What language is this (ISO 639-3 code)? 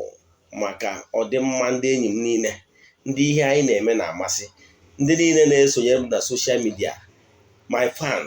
ibo